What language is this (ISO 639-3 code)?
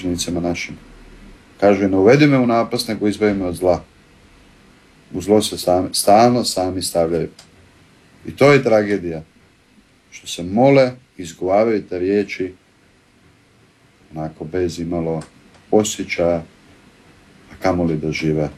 hrv